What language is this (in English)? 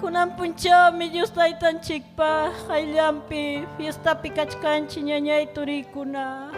Ayacucho Quechua